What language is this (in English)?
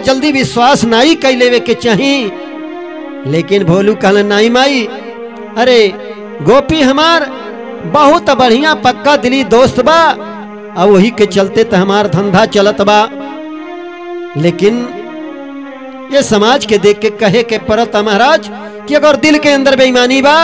Bhojpuri